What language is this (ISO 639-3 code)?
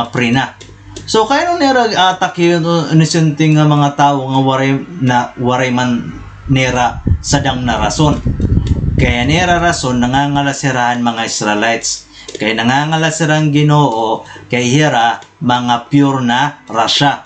war